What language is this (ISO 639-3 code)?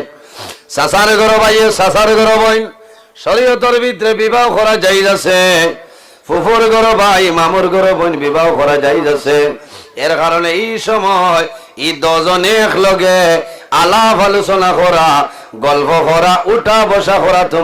syl